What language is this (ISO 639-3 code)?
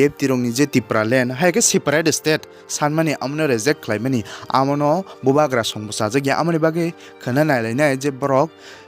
trp